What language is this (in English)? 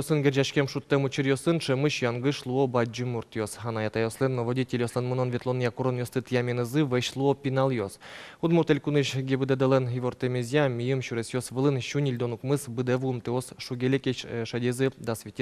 Udmurt